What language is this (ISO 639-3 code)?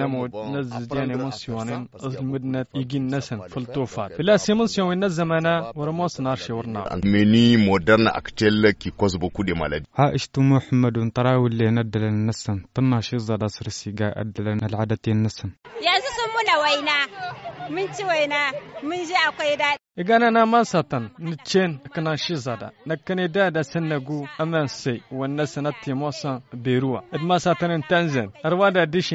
hau